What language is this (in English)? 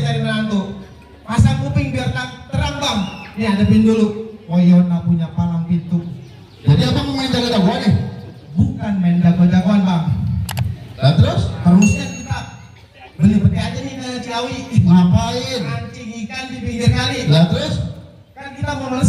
Betawi